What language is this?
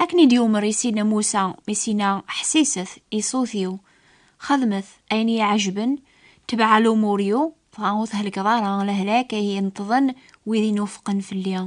Kabyle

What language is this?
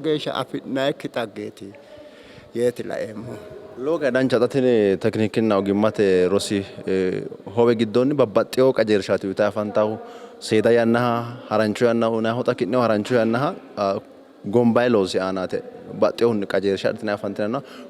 Sidamo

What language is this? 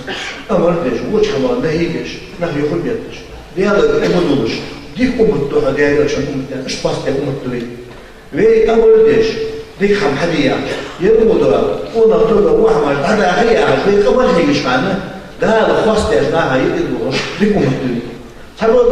Ingush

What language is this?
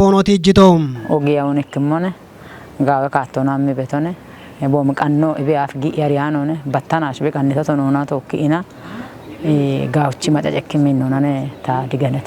Kafa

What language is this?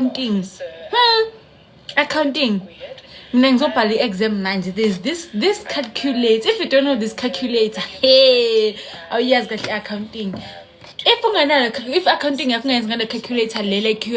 Zulu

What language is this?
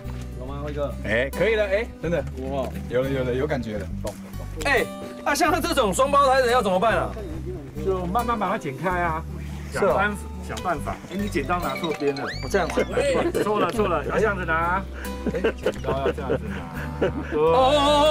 Chinese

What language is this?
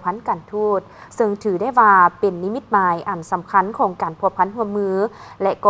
Lao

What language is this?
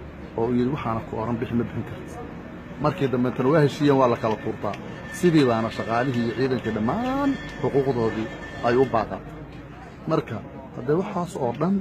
Somali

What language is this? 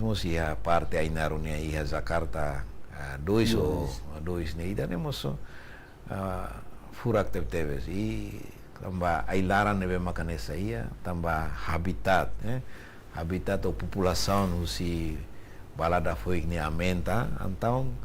Tetum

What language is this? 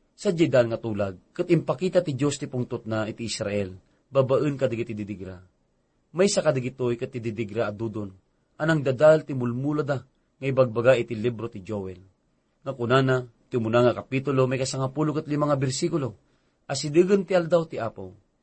Iloko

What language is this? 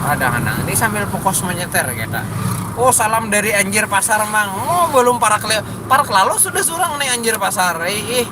Banjar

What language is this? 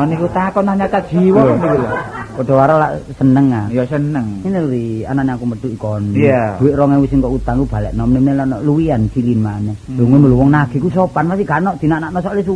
Javanese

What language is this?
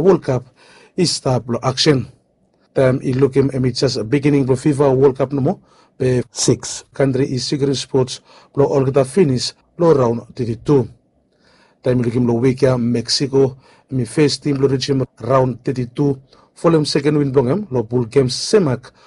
Bislama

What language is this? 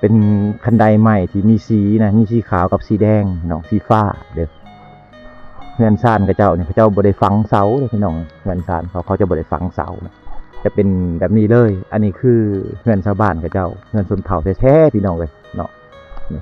Lao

